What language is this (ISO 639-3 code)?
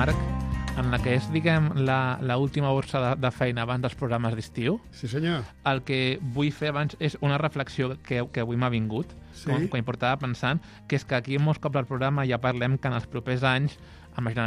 cat